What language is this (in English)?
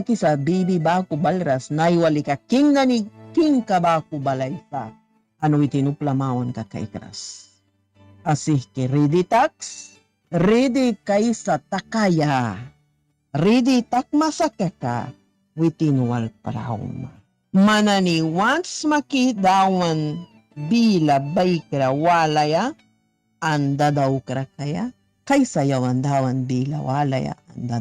Mískito